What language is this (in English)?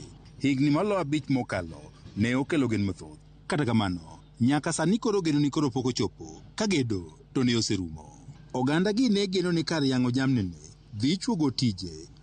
Luo (Kenya and Tanzania)